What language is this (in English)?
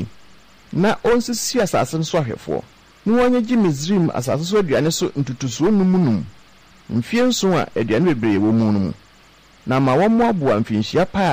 Akan